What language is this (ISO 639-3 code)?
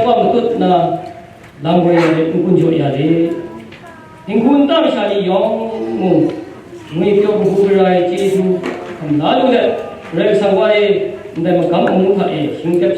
kac